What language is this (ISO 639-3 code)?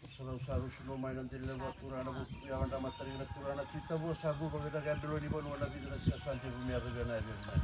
fij